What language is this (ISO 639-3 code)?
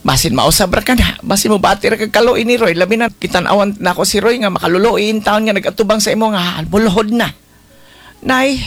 ceb